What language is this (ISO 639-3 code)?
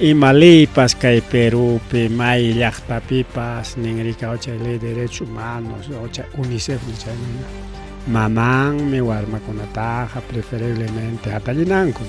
quy